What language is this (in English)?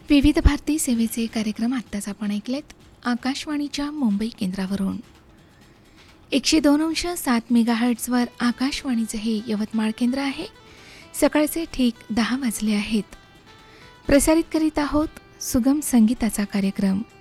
Marathi